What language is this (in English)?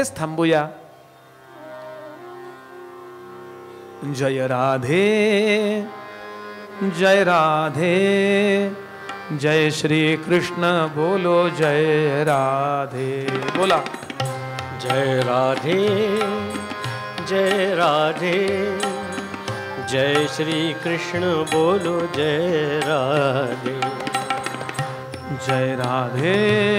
Marathi